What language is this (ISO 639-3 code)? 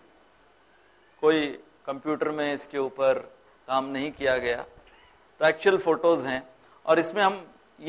hin